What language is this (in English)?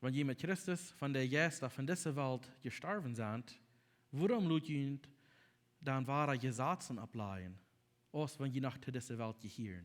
Plautdietsch